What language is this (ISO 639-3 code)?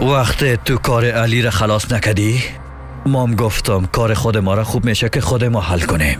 fas